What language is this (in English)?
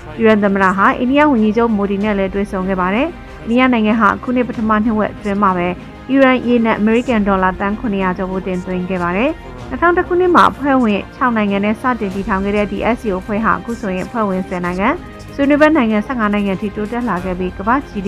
Burmese